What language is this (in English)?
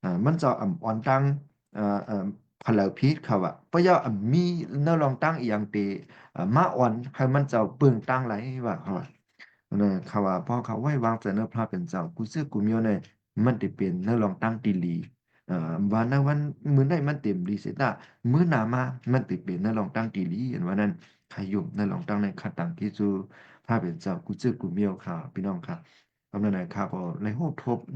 Shan